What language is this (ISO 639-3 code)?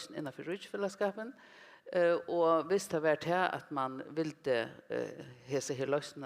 fao